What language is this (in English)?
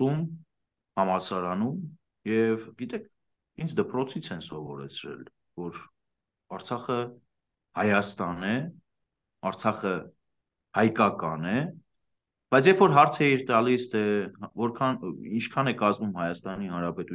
Armenian